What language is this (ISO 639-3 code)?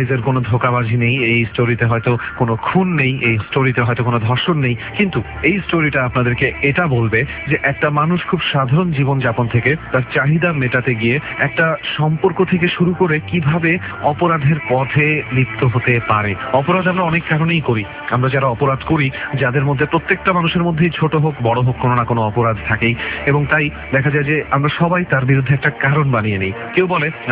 ben